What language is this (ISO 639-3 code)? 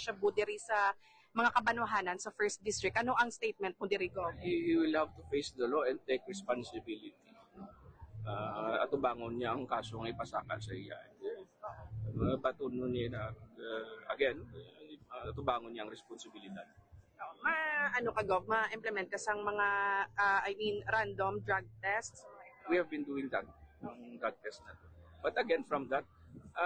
hil